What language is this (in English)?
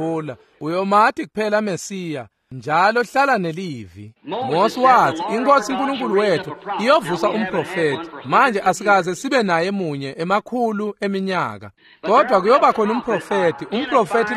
Swati